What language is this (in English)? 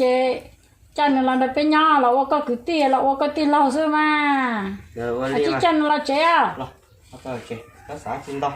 Hmong